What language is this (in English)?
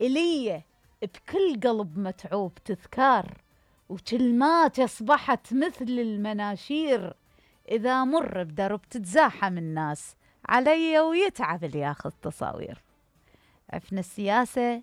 Mesopotamian Arabic